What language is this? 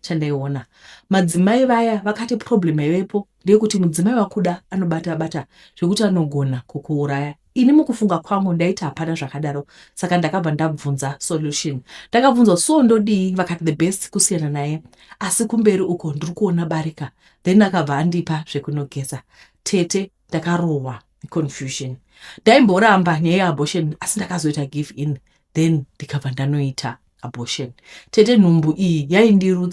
Shona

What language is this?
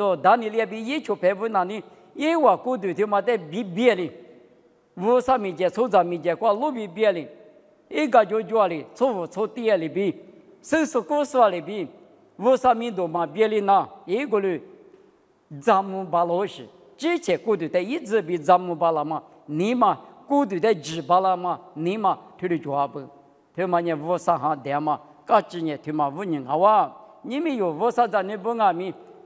Lisu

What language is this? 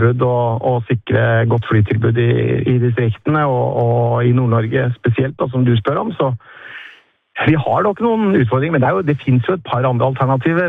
Norwegian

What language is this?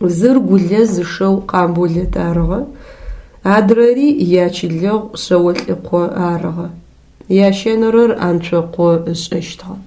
Adyghe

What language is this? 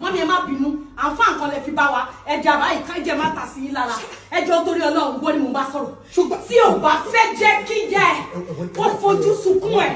Yoruba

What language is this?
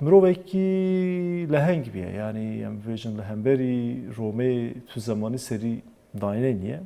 Kurdish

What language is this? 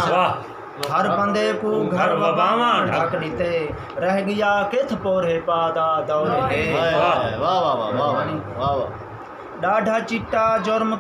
Saraiki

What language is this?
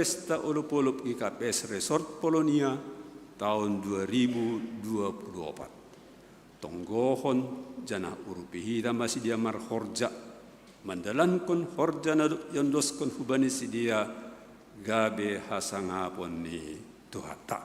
Batak Simalungun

